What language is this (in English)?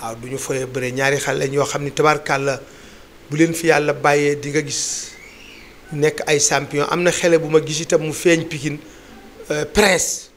Wolof